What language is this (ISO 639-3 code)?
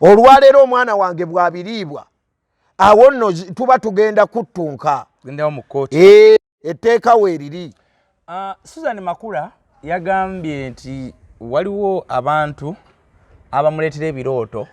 lug